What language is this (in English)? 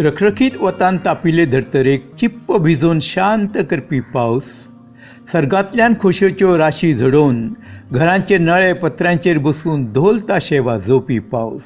Konkani